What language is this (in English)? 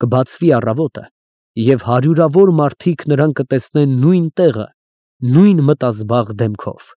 Armenian